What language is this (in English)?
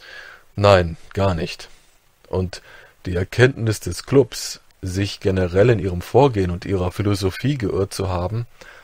German